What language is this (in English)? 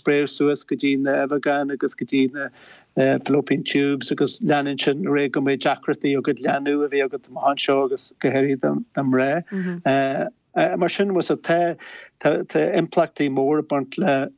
Irish